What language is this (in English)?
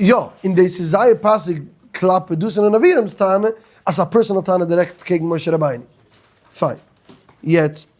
Yiddish